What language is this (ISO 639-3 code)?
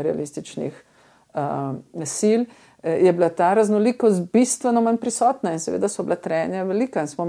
slv